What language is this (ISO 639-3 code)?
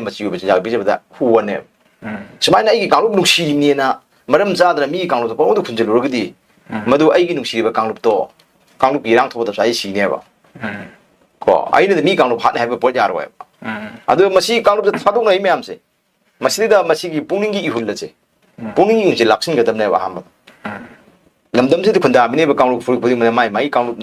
mni